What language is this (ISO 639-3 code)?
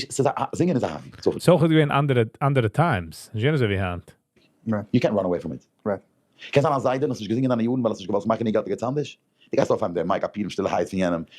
yid